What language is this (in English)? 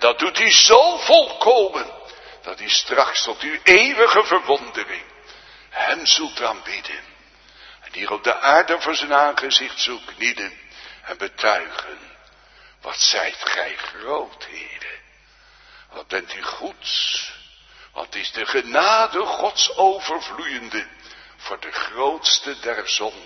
Dutch